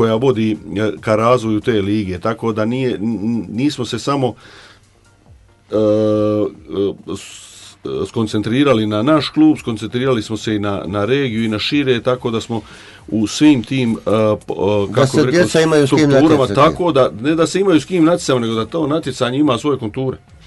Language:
Croatian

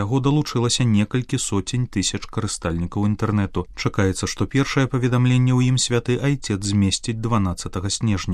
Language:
Belarusian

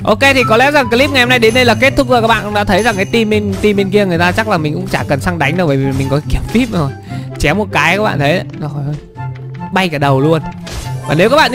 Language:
Vietnamese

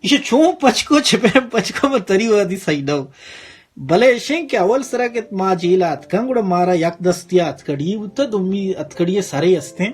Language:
Baluchi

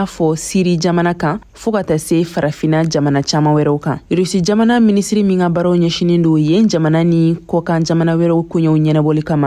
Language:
Bambara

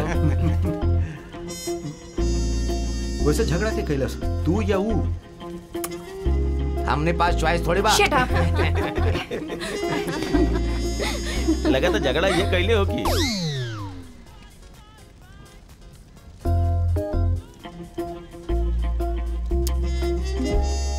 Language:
Bhojpuri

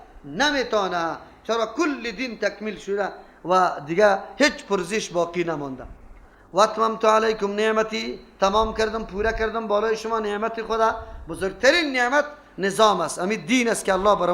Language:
Persian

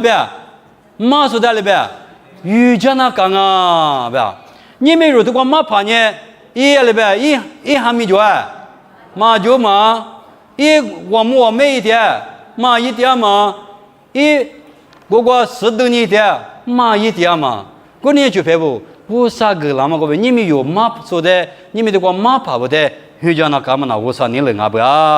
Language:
Lisu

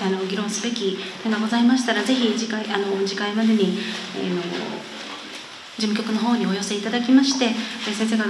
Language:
Japanese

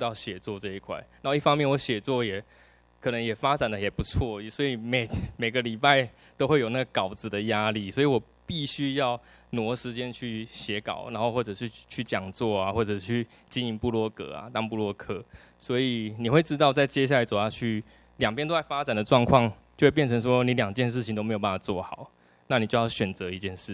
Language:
Chinese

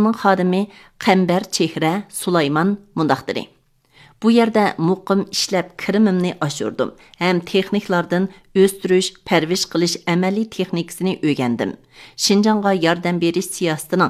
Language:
Uyghur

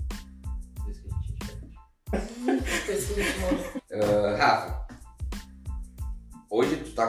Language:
Portuguese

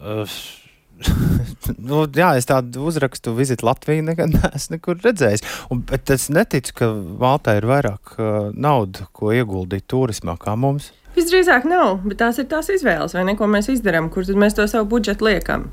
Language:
Latvian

